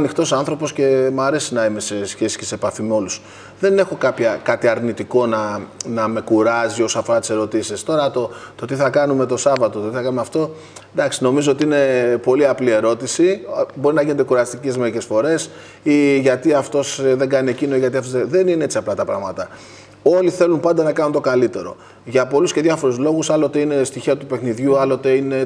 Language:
Greek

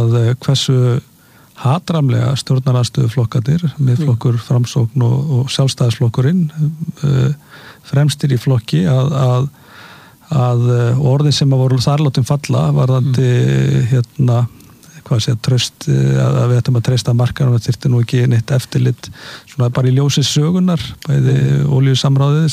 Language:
Icelandic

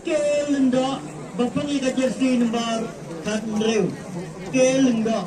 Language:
Khasi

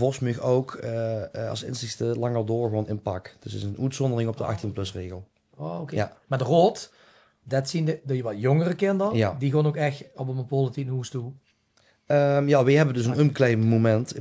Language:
Limburgish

